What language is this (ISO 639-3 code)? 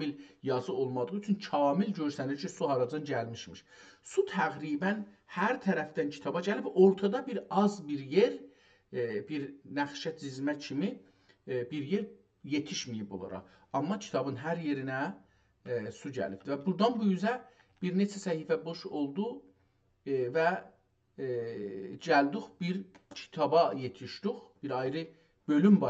azb